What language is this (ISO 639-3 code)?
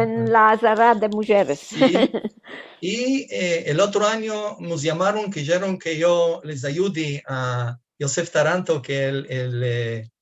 lad